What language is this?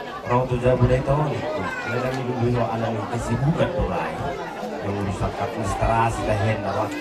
Batak Toba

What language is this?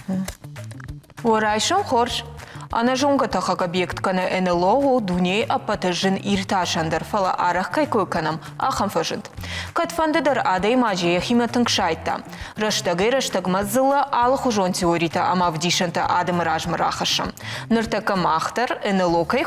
Ossetic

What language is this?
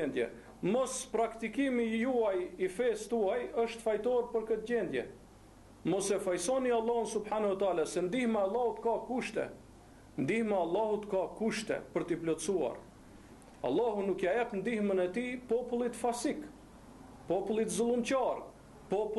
Albanian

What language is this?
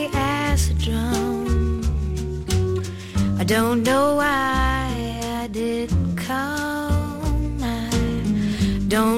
Portuguese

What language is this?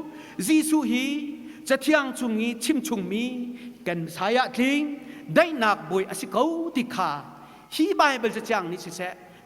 Hakha Chin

